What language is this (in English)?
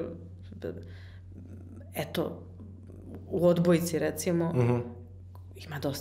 Serbian